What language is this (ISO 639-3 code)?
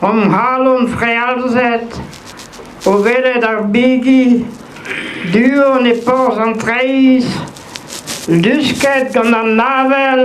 bre